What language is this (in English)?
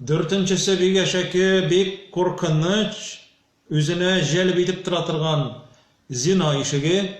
Tatar